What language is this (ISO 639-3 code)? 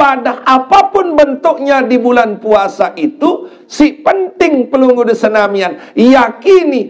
sas